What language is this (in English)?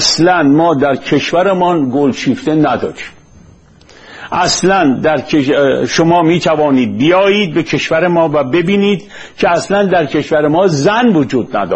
Persian